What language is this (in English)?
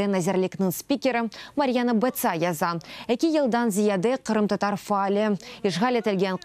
Crimean Tatar